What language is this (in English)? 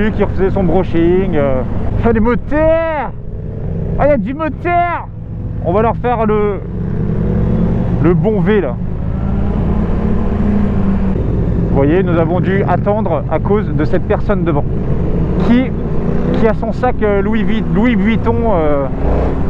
French